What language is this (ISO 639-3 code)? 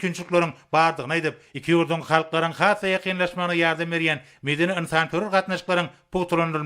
tuk